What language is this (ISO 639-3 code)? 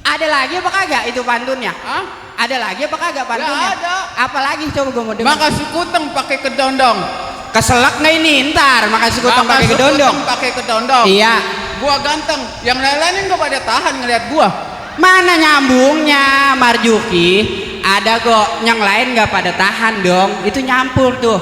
bew